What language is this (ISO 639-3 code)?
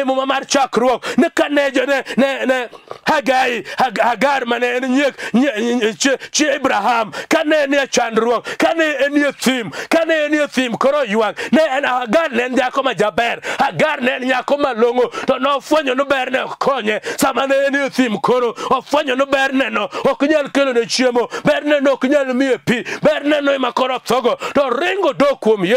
luo